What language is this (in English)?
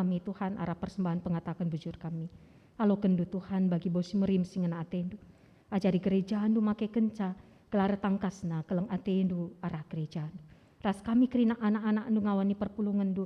Batak Karo